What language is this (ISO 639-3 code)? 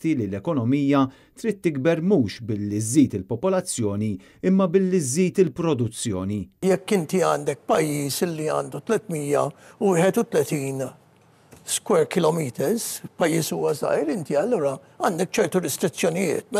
mlt